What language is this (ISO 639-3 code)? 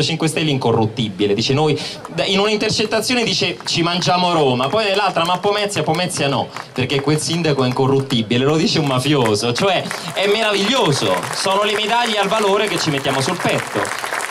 ita